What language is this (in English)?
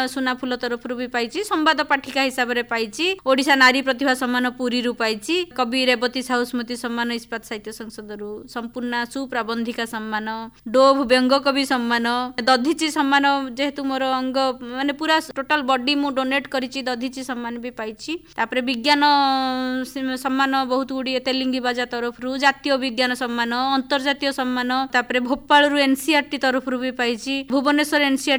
Odia